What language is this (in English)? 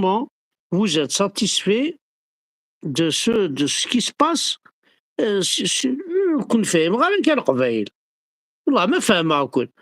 Kabyle